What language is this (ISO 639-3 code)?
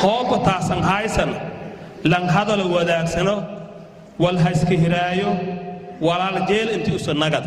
som